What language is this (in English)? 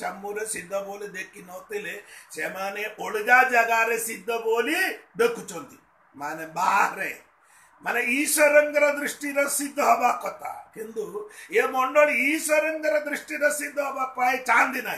Odia